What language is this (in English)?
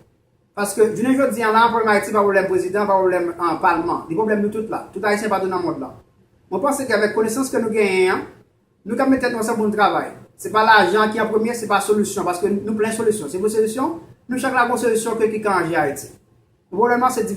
Haitian Creole